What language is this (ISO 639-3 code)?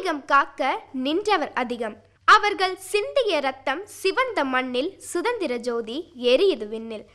tam